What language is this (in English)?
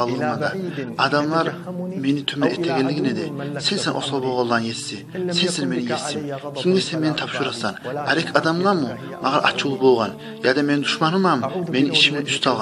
Kumyk